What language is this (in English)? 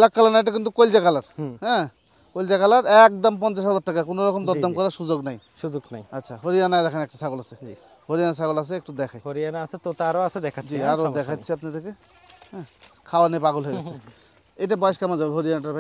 Bangla